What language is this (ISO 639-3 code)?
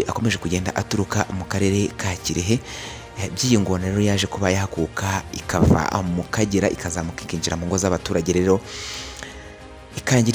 kin